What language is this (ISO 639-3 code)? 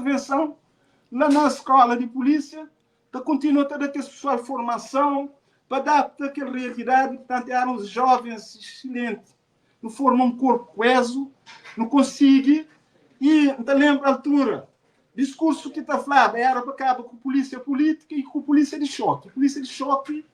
kea